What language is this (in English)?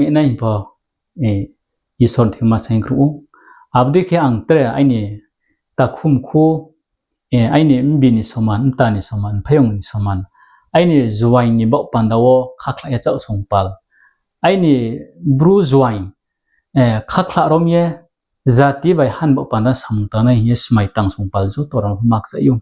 Riang (India)